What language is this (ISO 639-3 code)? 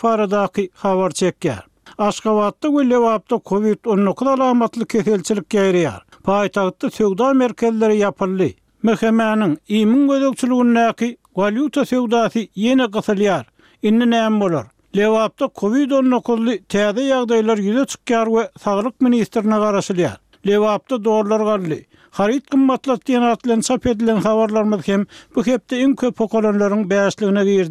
tuk